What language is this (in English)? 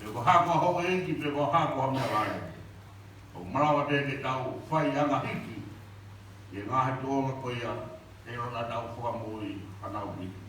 Tongan